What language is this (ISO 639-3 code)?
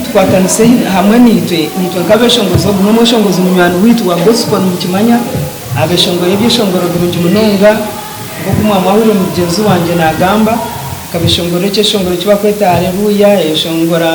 nyn